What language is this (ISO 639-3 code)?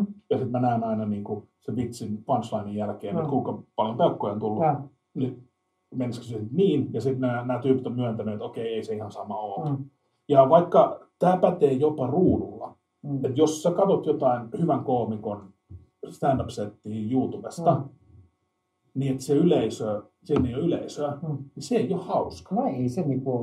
fin